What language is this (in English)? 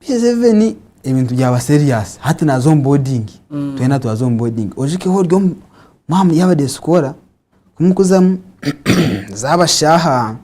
Nyankole